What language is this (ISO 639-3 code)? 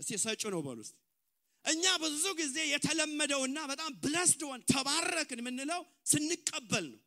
amh